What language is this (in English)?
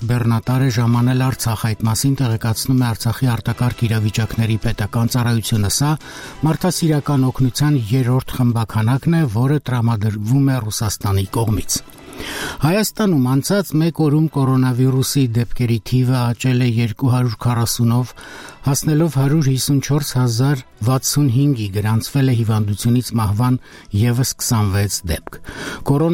Armenian